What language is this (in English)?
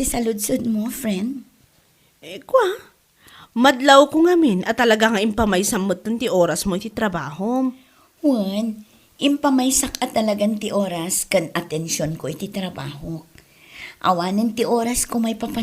Iloko